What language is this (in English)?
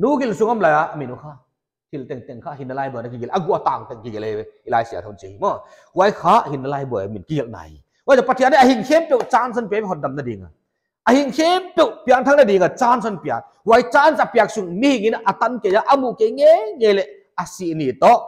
Paite Chin